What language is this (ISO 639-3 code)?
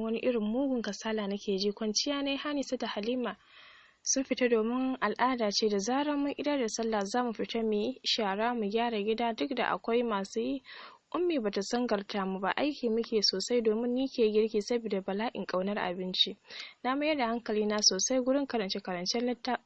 hau